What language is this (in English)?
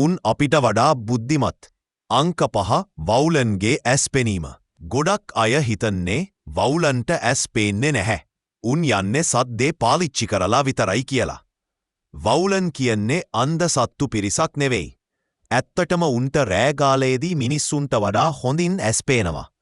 Sinhala